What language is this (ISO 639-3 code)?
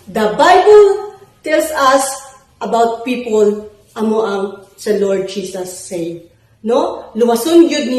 ceb